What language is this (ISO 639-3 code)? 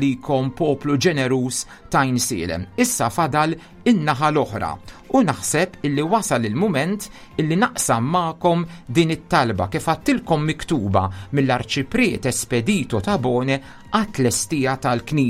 mlt